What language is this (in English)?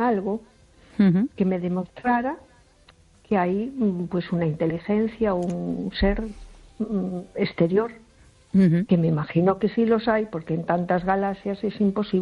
Spanish